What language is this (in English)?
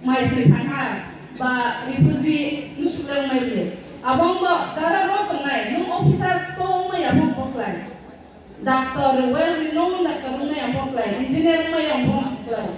Riang (India)